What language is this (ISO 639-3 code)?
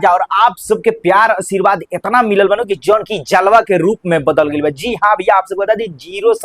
bho